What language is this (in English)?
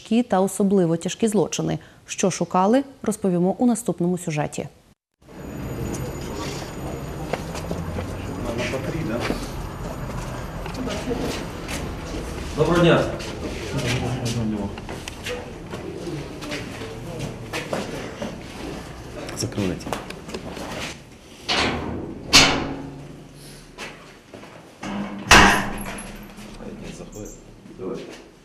Ukrainian